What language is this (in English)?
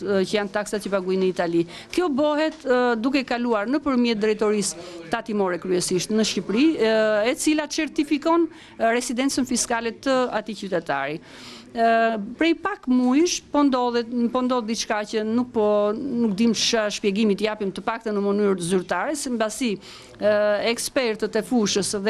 Albanian